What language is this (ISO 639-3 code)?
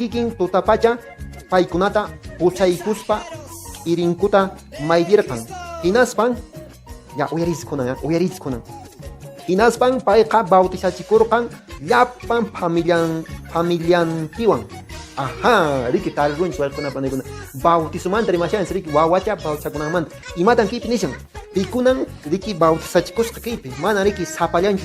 que